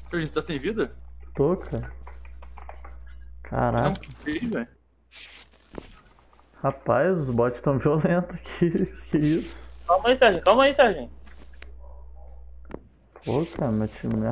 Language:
Portuguese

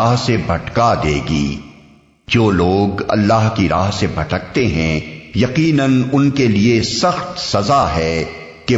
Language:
Urdu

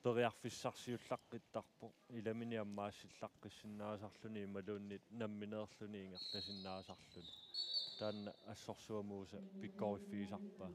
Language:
Kalaallisut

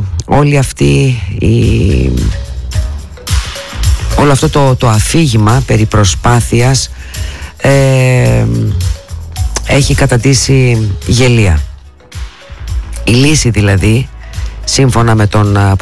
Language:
Greek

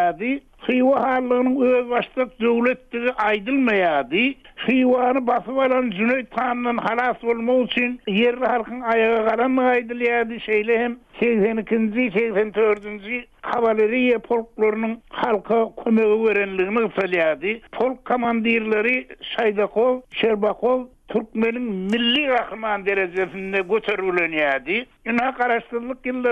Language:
Turkmen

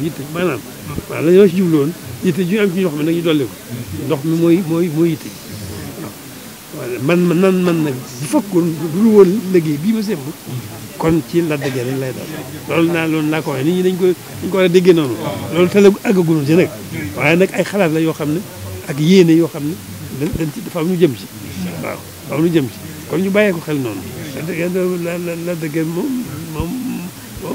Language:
Wolof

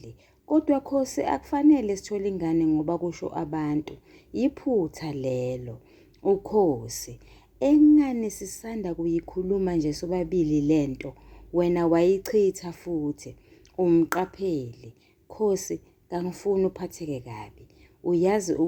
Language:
Zulu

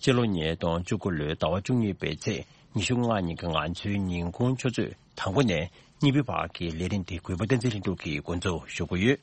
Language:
Tibetan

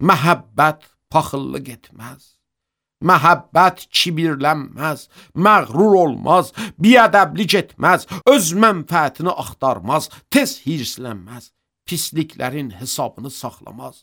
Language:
Azerbaijani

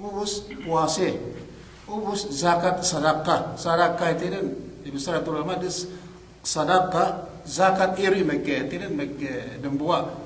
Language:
Yakan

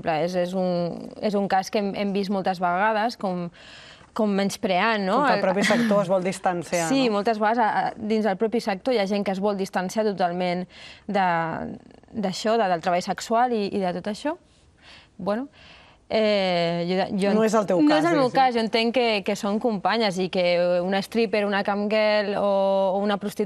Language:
Catalan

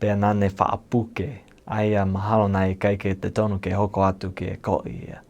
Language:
Tongan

